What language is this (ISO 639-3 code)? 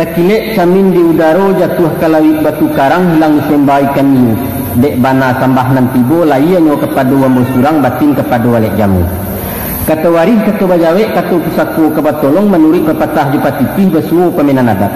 min